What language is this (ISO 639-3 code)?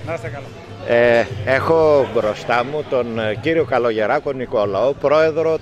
ell